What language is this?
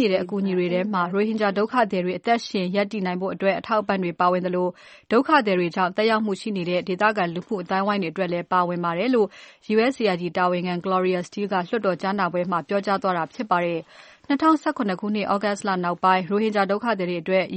Burmese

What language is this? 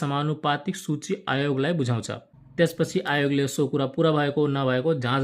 Nepali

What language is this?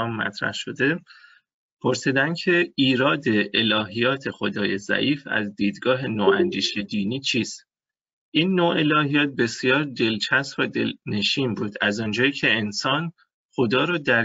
Persian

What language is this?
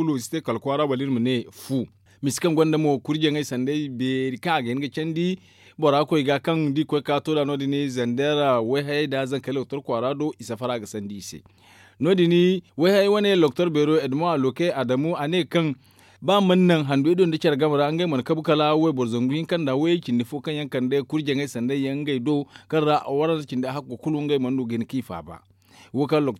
Zarma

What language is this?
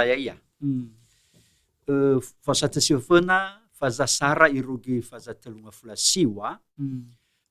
Nias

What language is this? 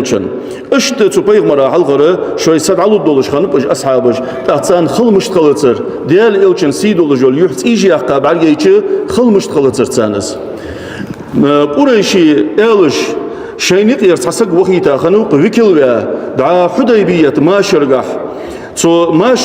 Ingush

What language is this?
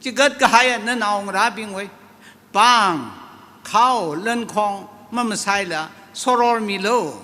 Tangkhul Naga (India)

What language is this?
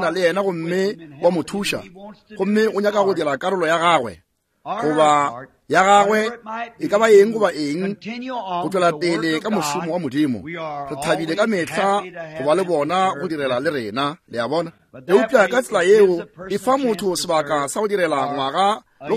Northern Sotho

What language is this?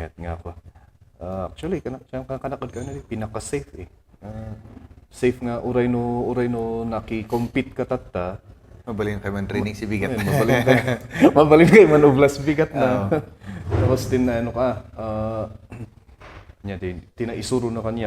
Kankanaey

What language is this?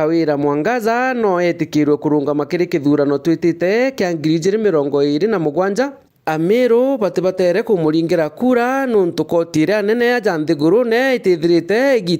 Meru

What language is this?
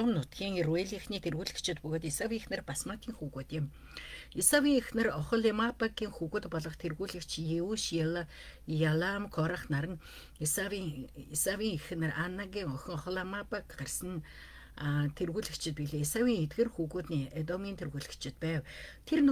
Mongolian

